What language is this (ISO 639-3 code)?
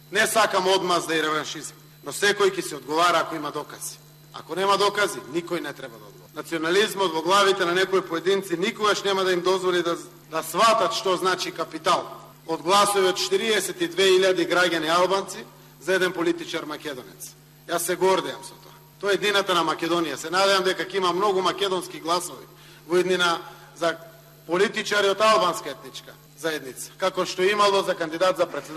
mkd